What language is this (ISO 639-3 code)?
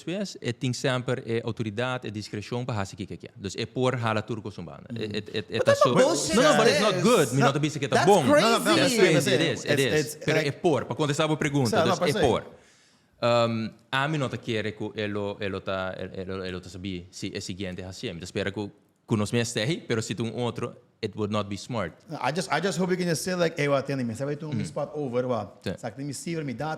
pap